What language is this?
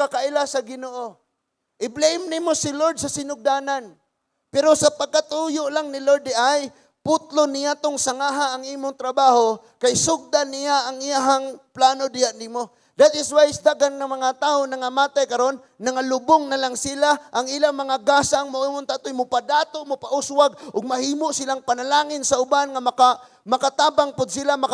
Cebuano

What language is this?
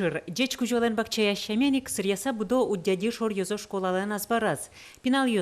Udmurt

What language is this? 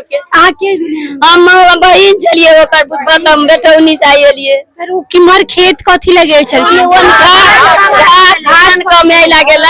Maithili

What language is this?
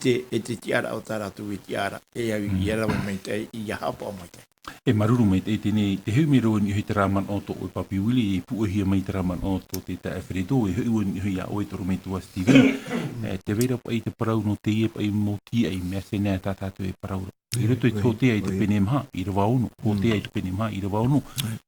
Tahitian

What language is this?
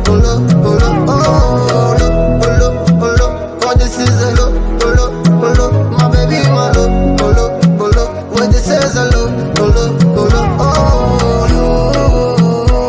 Arabic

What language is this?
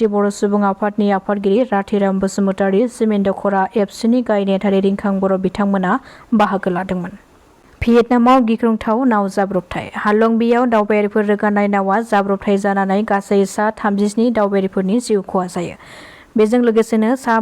Bodo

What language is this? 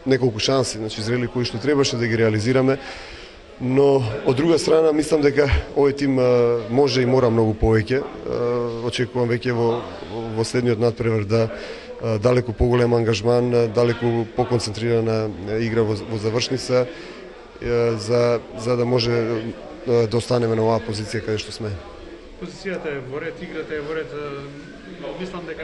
Macedonian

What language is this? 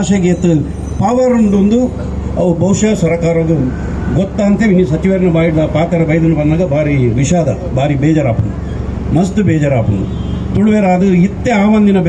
Tulu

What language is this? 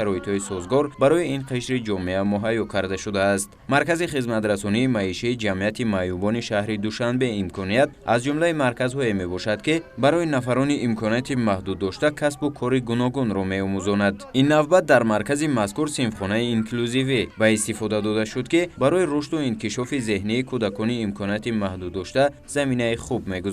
Tajik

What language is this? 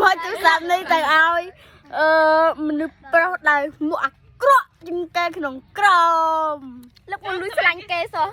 Khmer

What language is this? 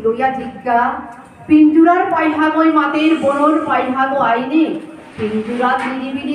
Bishnupriya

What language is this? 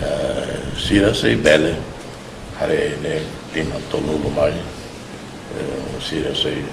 Tetum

